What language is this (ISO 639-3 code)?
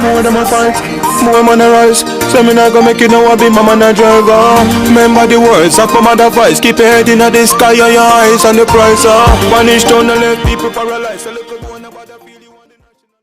jam